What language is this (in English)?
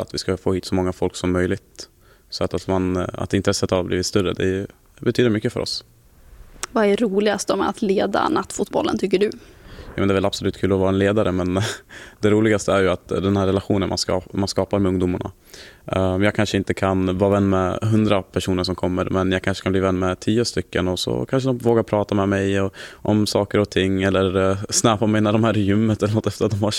Swedish